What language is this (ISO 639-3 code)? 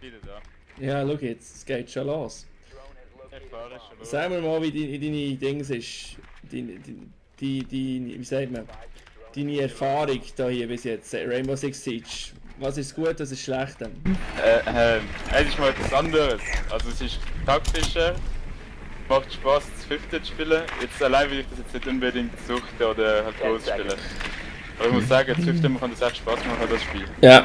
gsw